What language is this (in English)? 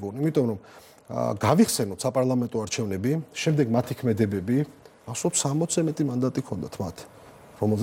Georgian